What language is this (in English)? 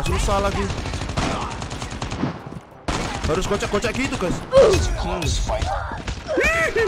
Indonesian